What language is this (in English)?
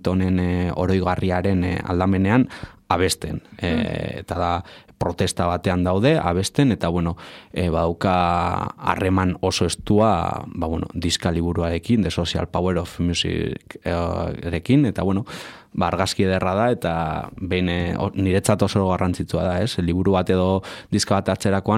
Basque